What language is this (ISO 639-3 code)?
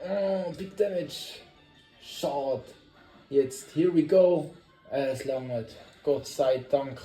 gsw